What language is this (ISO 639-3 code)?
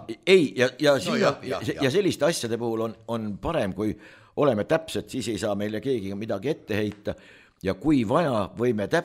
est